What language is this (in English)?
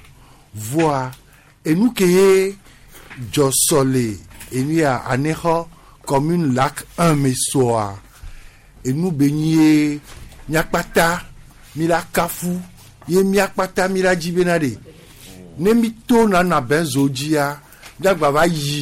Gen